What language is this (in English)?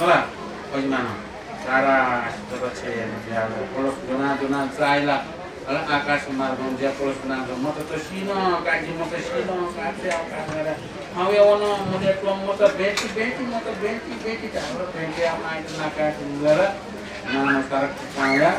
Newari